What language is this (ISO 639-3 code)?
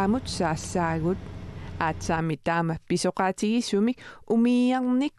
kal